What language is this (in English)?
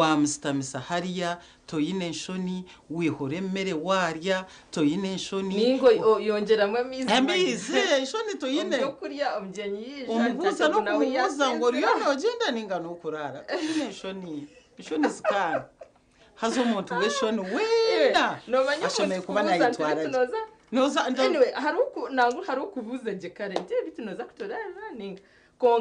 Nyankole